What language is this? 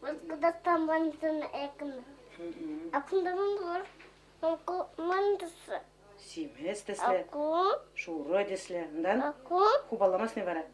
Chuvash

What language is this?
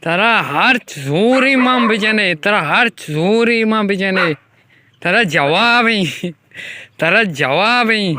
Baluchi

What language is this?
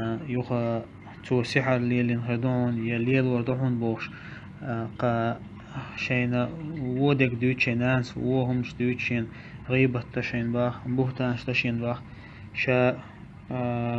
Chechen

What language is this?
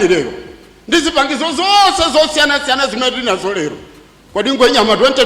Nyanja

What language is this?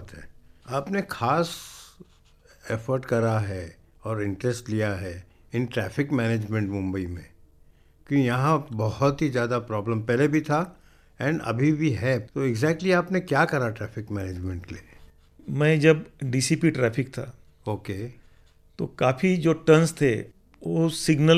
Hindi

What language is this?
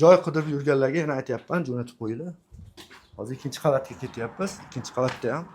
Uzbek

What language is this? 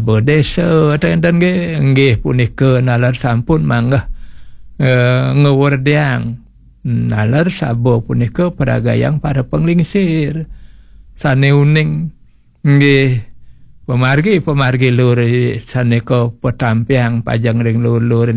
Balinese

